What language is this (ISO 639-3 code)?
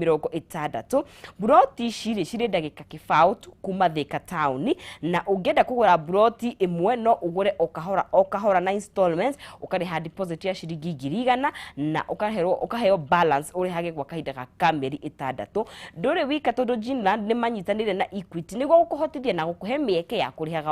kik